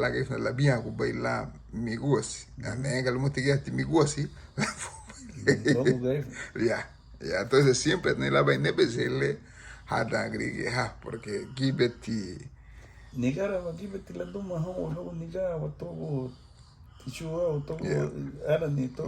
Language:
Garifuna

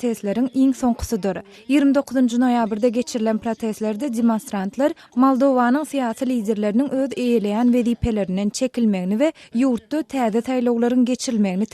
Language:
Turkmen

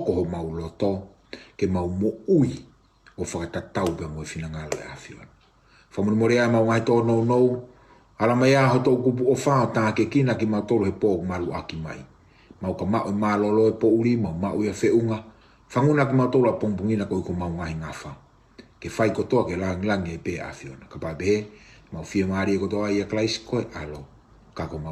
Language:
Tongan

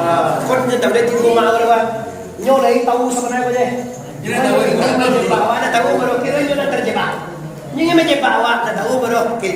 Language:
Minangkabau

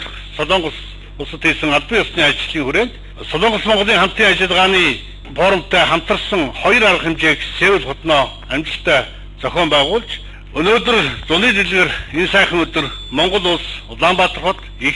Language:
Mongolian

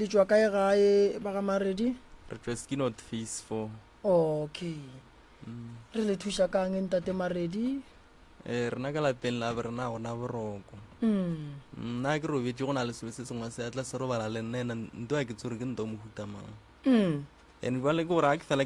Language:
Northern Sotho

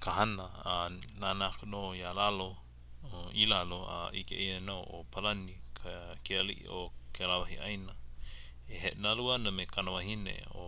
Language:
Hawaiian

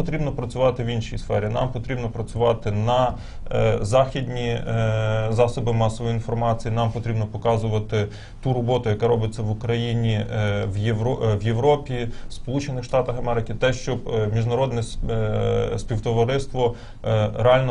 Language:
Ukrainian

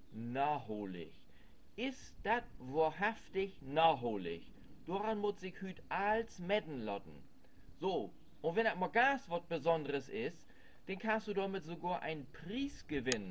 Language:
Low German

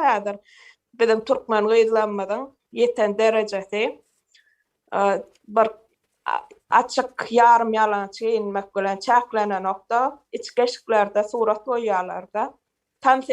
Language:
Turkmen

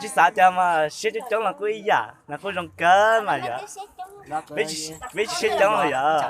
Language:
Hmong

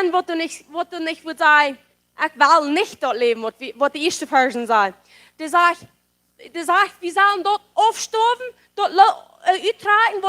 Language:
Plautdietsch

